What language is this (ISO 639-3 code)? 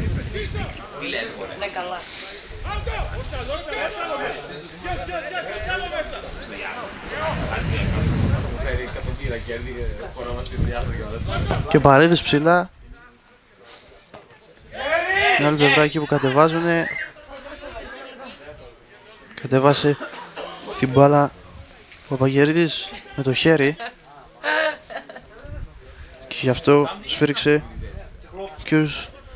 ell